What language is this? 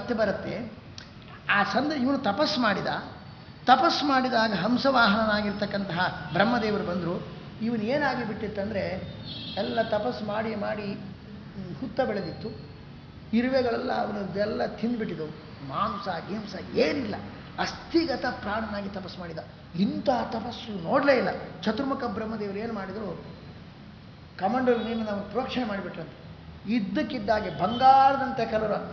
Kannada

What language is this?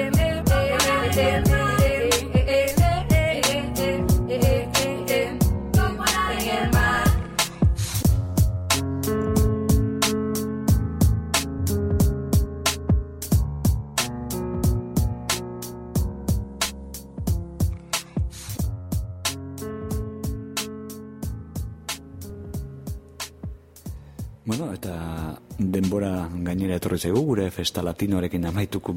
Basque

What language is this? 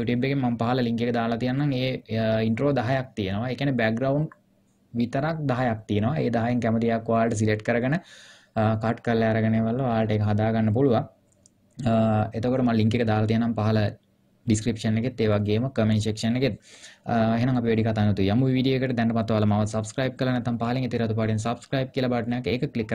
Sinhala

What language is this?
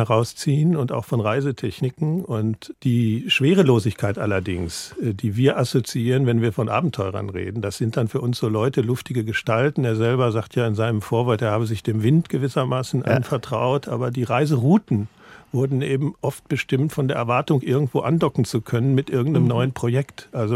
German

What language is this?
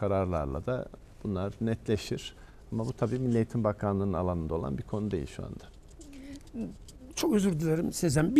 Turkish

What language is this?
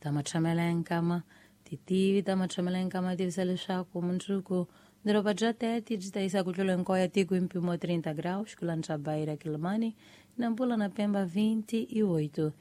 Tsonga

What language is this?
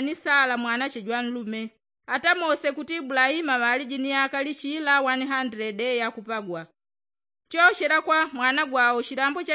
Yao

